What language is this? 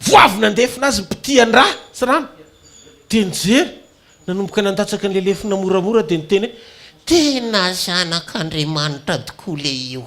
Malagasy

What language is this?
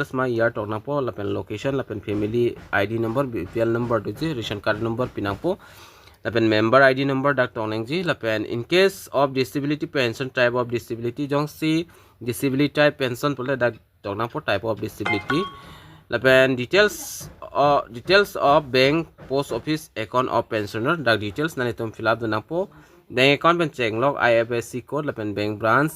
Karbi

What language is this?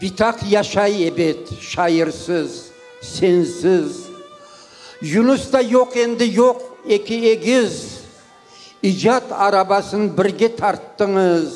Crimean Tatar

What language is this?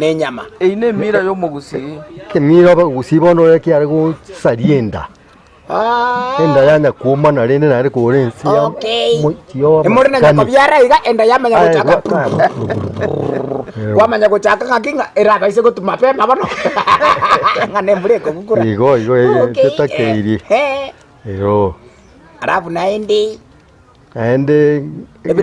Gusii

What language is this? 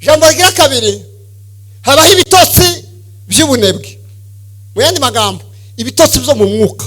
Kinyarwanda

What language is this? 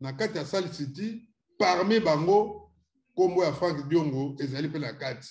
Lingala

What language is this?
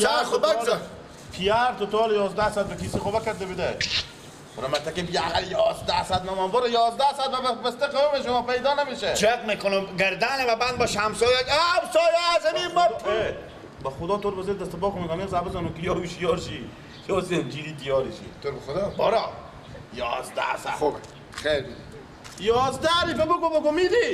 Persian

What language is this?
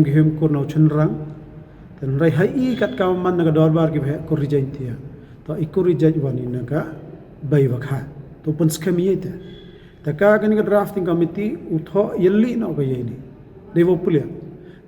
Pnar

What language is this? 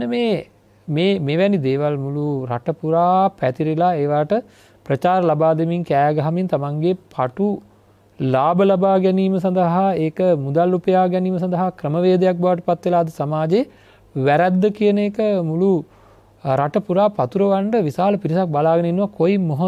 Sinhala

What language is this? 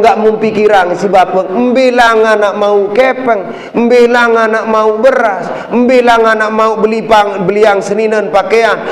Sasak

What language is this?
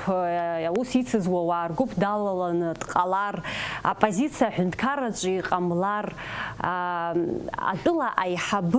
Abkhazian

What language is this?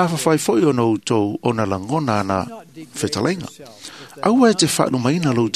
Samoan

